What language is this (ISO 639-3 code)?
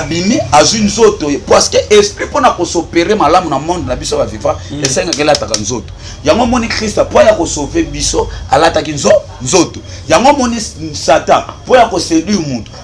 lin